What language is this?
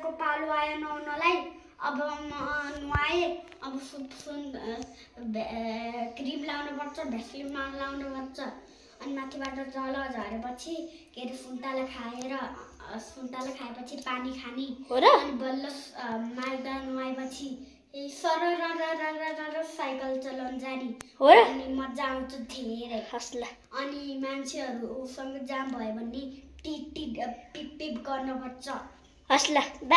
Nepali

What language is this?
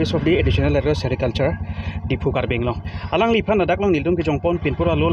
Karbi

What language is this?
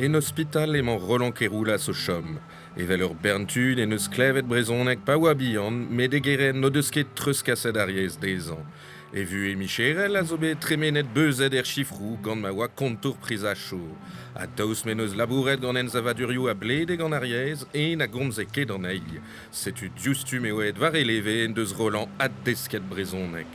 Breton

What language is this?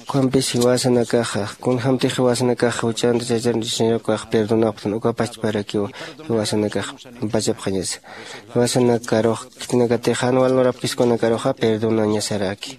Aymara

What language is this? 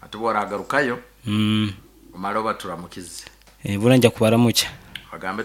Nyoro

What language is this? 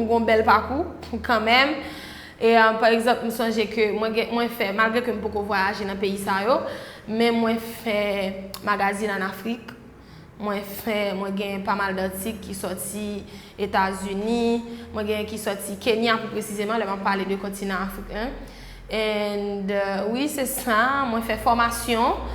Haitian Creole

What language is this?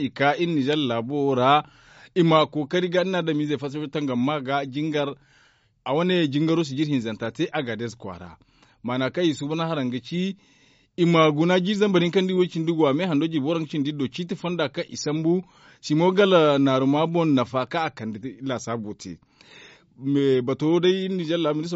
Zarma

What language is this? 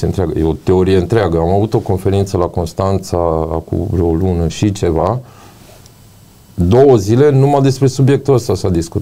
Romanian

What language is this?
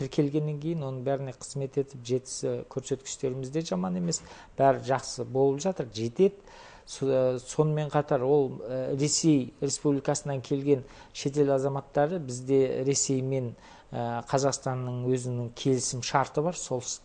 Kazakh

